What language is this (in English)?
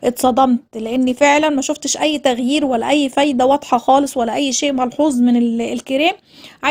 Egyptian Arabic